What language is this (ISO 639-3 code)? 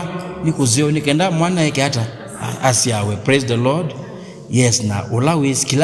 kam